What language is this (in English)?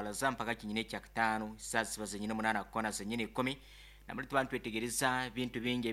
Nyoro